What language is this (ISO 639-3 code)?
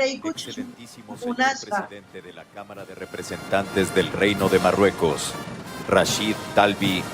quh